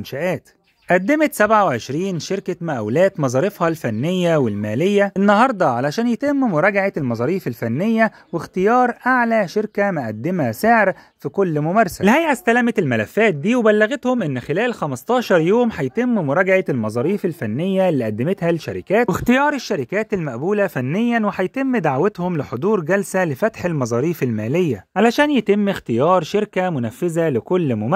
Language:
Egyptian Arabic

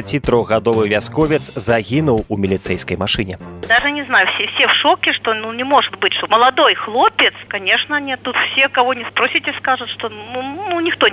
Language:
Belarusian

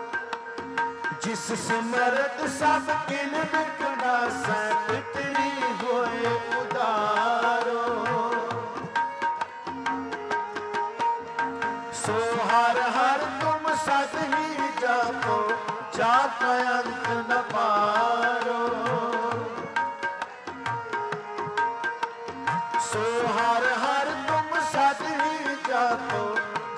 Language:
Punjabi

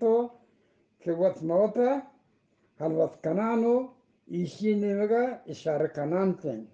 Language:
Eastern Balochi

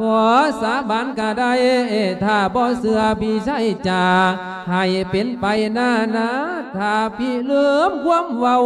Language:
Lao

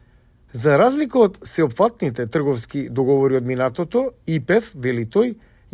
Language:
Macedonian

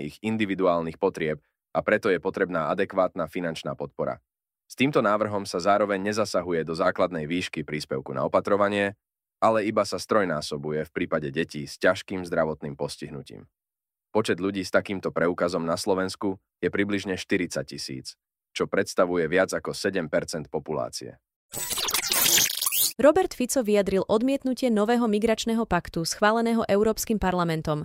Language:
Slovak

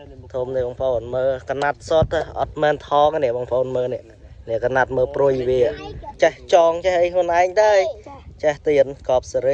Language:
Khmer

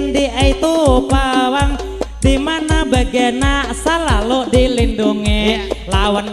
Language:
Banjar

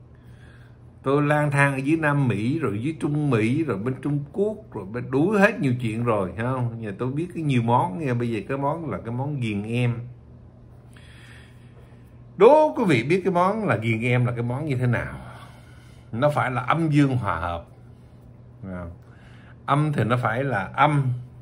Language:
Vietnamese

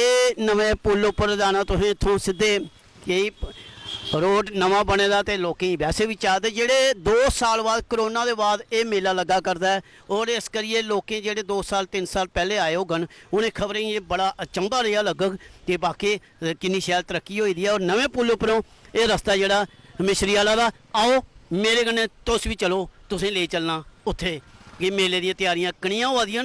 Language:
Dogri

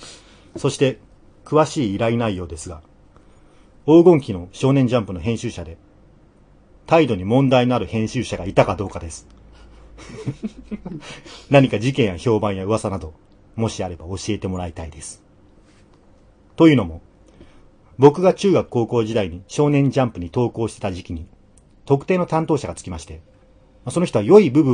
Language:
Japanese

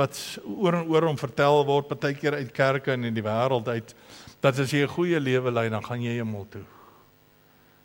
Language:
Afrikaans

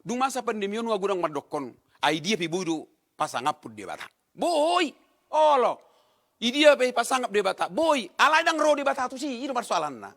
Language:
Batak Toba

